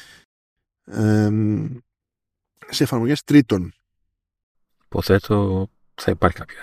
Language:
Greek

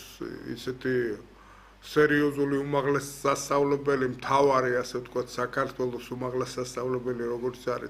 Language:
Georgian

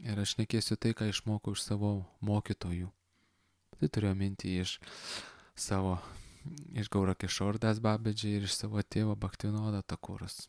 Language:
Lithuanian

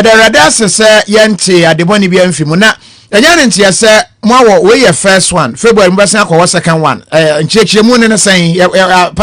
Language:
Akan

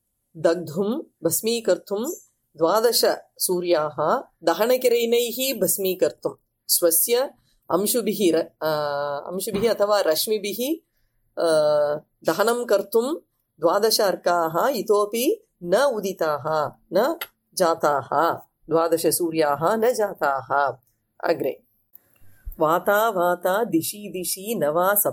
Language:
Sanskrit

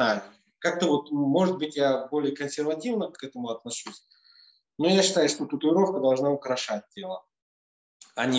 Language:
Russian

